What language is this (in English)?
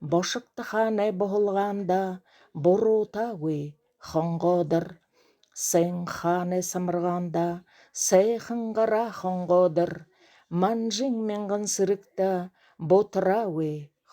Buriat